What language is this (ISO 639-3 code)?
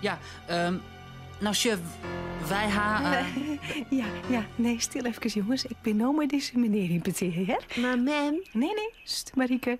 fry